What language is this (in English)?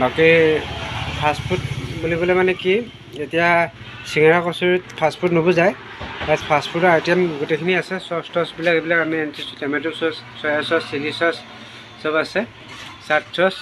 Assamese